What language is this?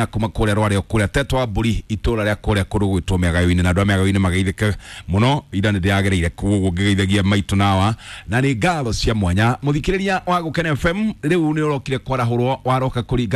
Kikuyu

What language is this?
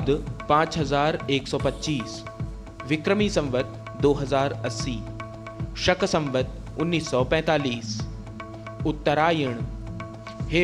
Hindi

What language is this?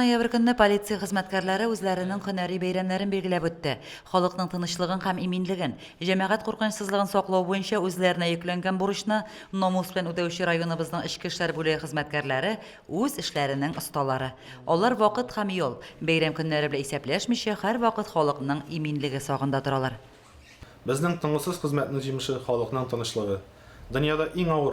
Tatar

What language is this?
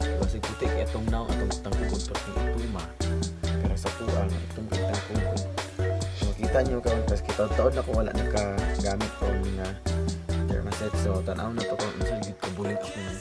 Cebuano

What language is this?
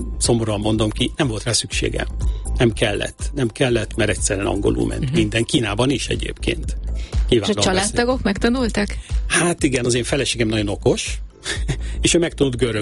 Hungarian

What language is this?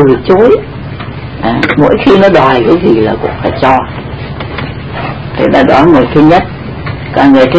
Vietnamese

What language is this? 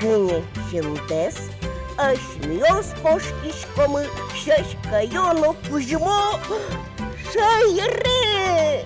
Udmurt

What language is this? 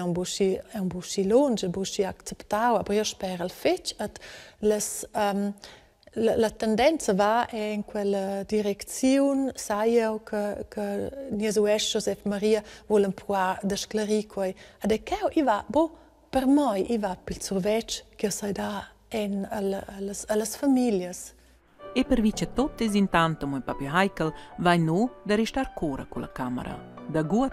Romansh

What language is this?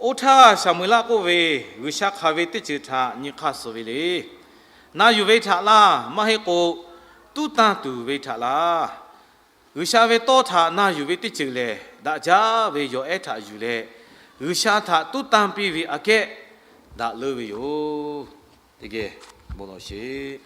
Lahu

